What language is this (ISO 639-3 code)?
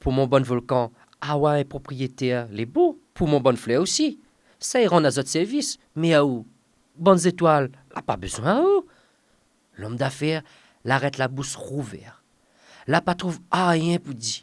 rcf